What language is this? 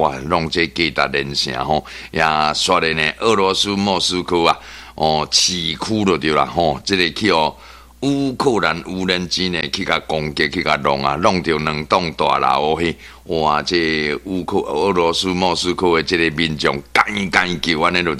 Min Nan Chinese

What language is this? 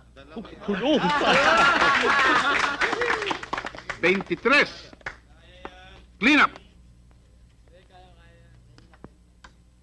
Filipino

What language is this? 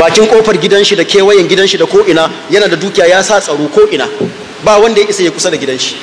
Hausa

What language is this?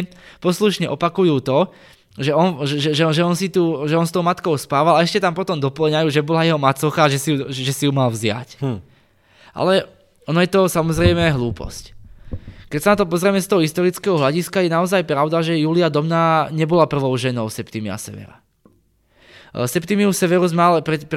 Slovak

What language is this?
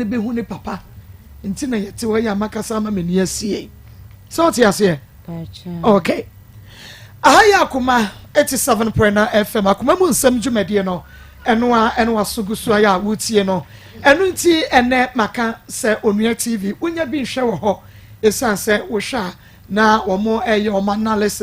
Akan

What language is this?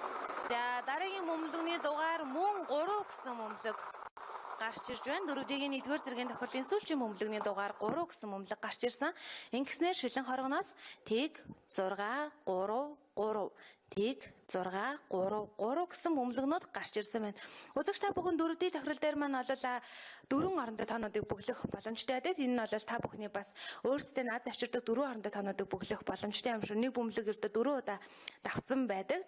Mongolian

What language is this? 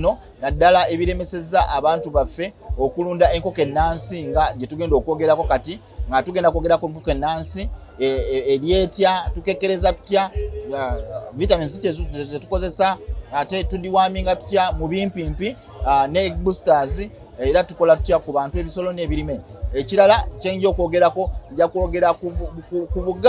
Ganda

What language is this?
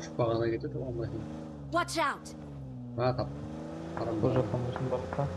Kara-Kalpak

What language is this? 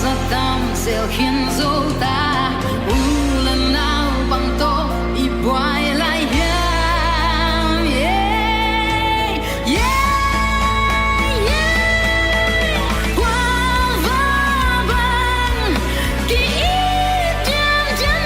Tedim Chin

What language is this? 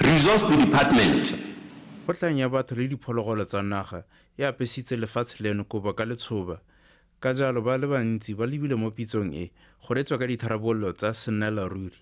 Tswana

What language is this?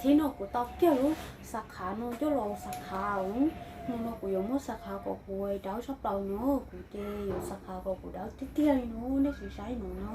Hmong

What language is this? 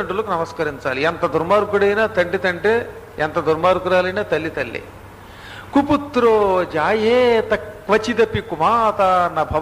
Telugu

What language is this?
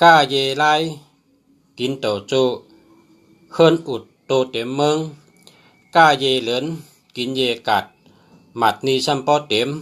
Shan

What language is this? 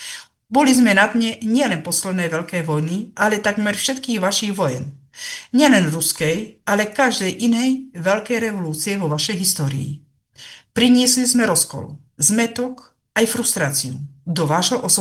Slovak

